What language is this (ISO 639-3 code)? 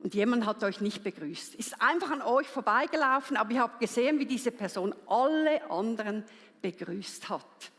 gsw